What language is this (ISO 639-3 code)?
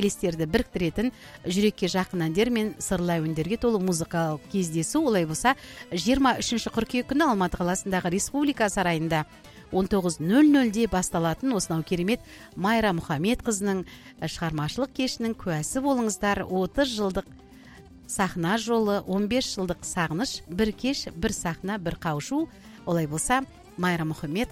kaz